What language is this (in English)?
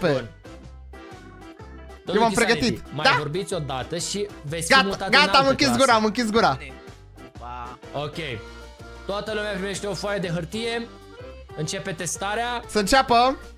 Romanian